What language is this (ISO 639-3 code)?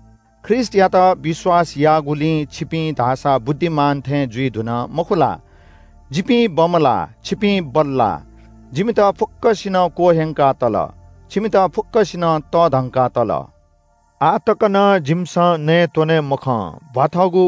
new